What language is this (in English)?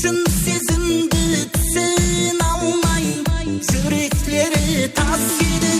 Kara-Kalpak